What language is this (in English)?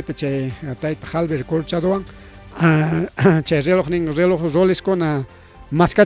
Ayacucho Quechua